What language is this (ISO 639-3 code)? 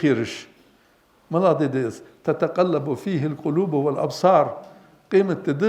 inh